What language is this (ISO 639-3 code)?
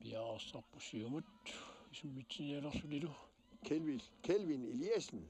kal